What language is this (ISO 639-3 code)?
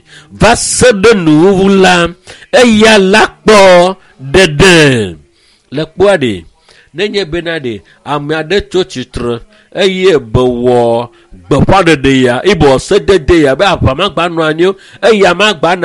ewe